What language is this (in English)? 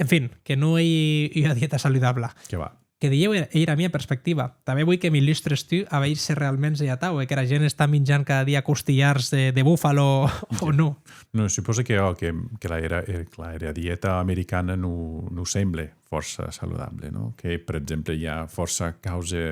Occitan